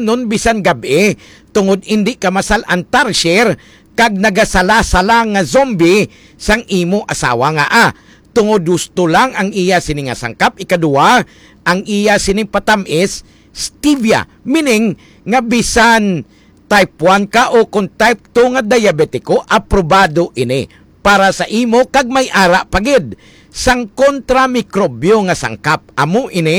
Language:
Hiligaynon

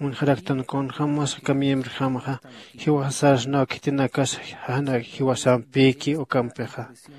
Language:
Aymara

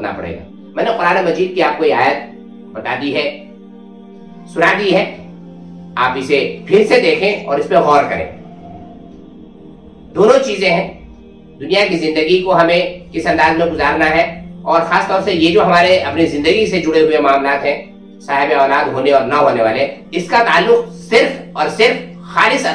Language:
Urdu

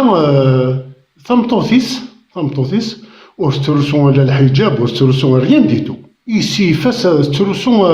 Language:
Kabyle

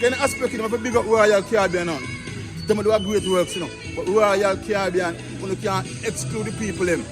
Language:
Jamaican Creole English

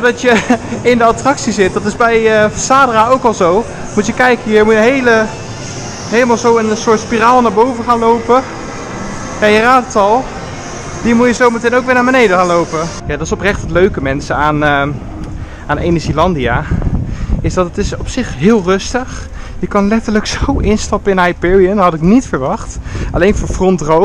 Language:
Dutch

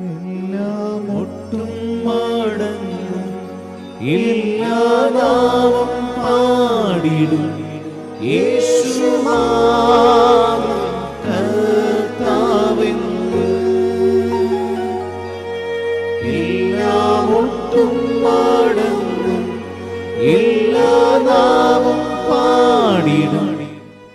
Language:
Malayalam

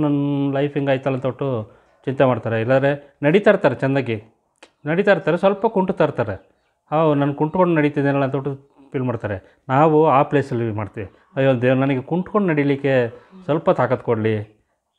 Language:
Kannada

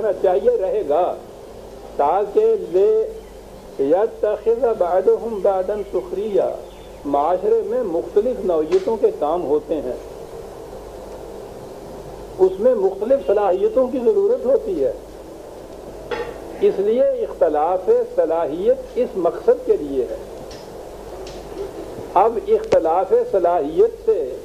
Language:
Urdu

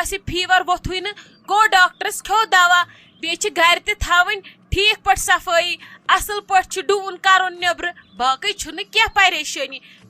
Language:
Kashmiri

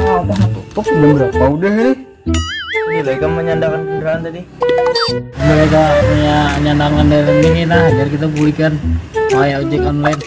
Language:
Banjar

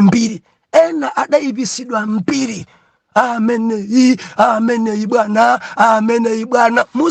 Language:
Nyanja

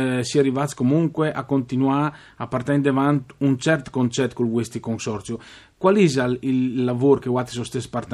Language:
Friulian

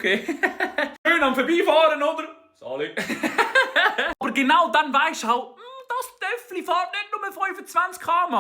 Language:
Swiss German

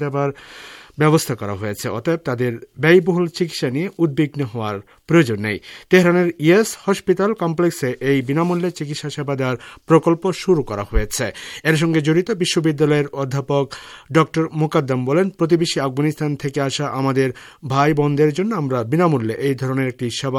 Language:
Bangla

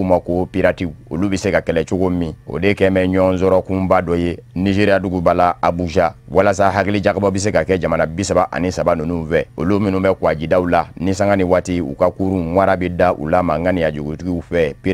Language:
Bambara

